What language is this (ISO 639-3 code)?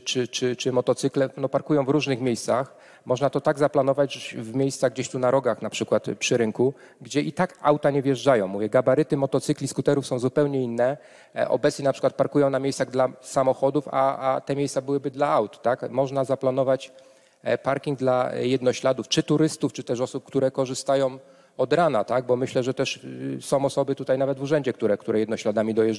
pol